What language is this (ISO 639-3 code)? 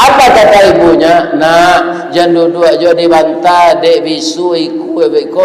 min